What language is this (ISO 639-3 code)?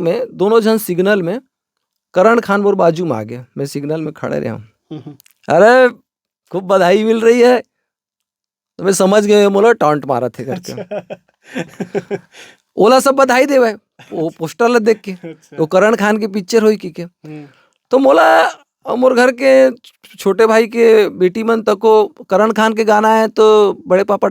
hne